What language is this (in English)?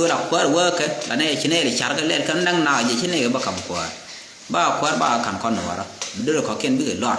Nuer